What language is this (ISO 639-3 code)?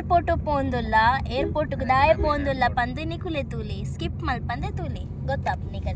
tcy